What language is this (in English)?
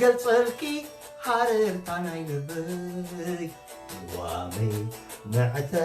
Tigrinya